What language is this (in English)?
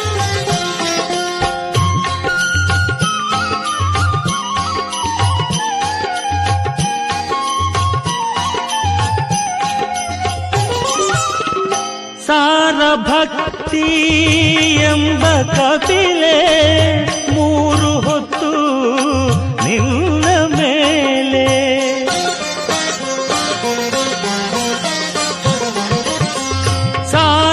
Kannada